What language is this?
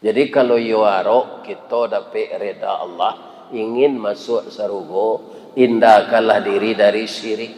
Minangkabau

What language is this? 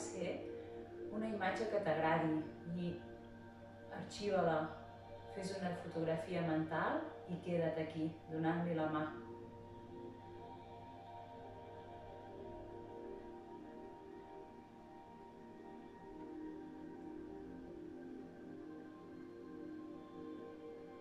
Catalan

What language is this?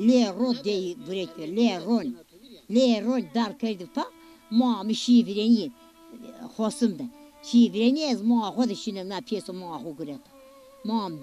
Zaza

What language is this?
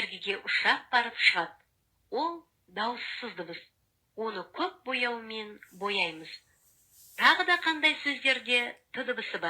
Kazakh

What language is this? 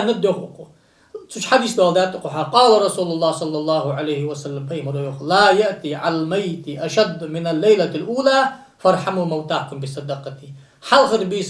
Ingush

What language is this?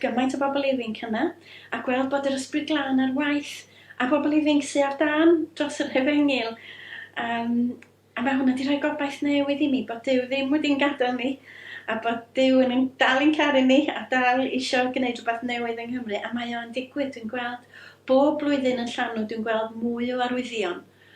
Welsh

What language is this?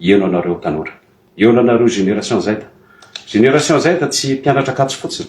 Malagasy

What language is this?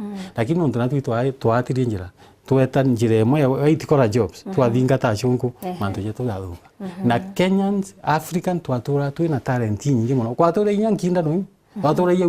Meru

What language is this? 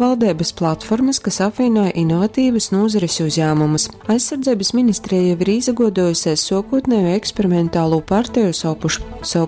Latgalian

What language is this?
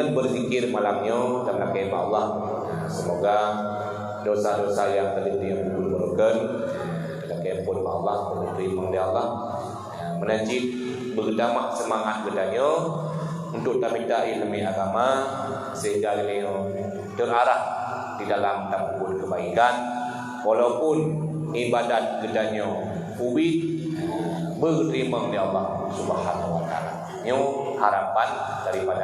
Achinese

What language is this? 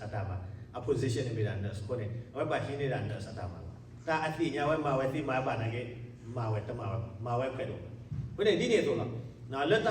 S'gaw Karen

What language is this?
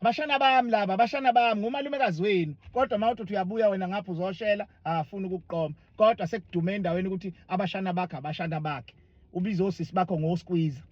Zulu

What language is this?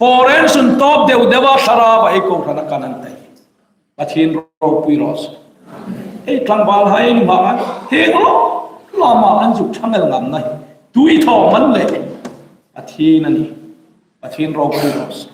Hmar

